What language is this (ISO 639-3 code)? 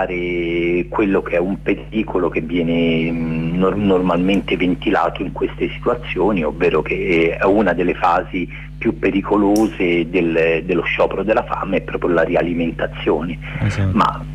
ita